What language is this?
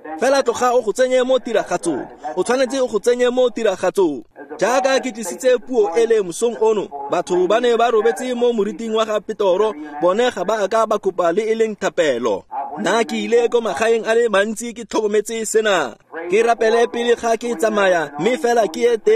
Tswana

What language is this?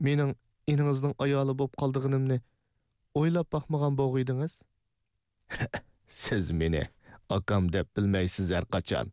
Uyghur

